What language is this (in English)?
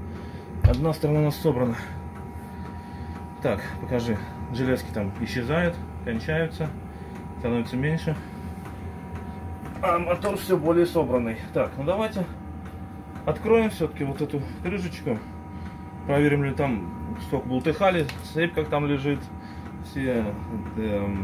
Russian